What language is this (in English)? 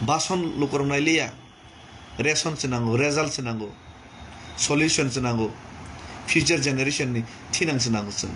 Kok Borok